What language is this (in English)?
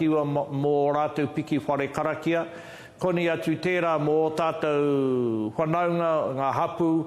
Māori